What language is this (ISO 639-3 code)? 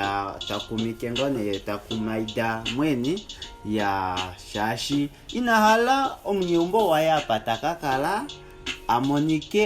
kua